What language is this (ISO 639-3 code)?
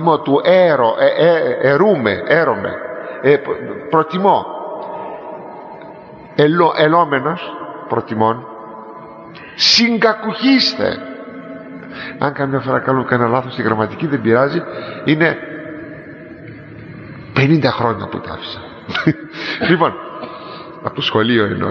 ell